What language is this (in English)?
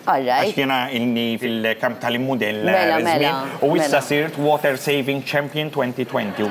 Maltese